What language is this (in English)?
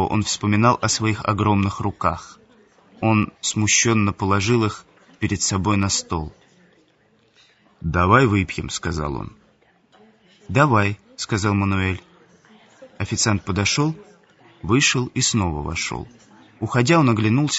Russian